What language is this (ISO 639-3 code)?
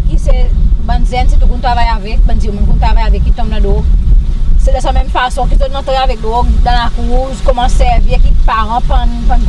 crs